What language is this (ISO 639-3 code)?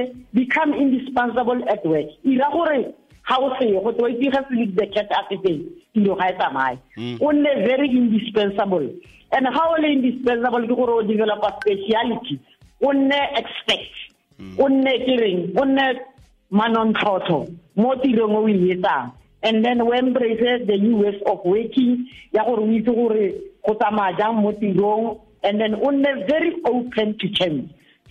tsn